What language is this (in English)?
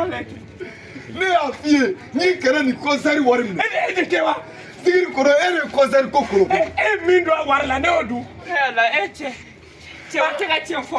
Bambara